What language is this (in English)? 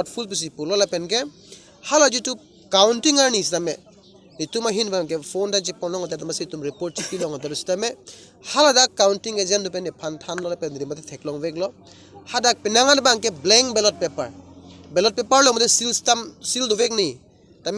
Karbi